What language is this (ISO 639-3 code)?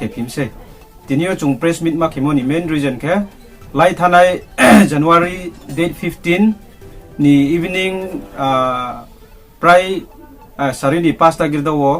ria